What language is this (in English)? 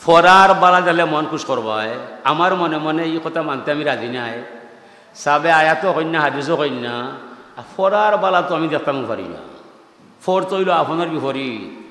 Sylheti